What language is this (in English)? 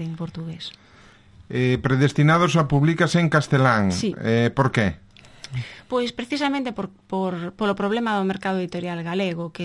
Galician